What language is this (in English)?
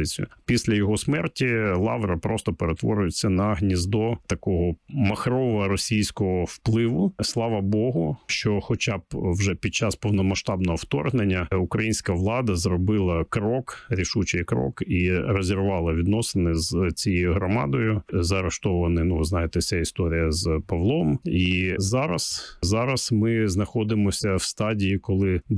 Ukrainian